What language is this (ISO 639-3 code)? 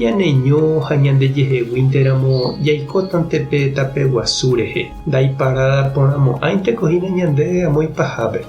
grn